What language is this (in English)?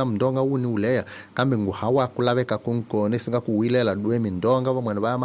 Tsonga